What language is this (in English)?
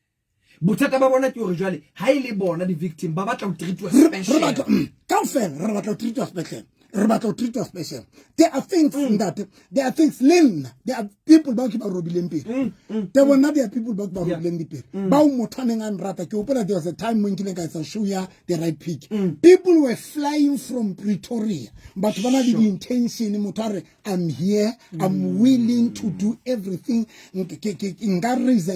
Southern Sotho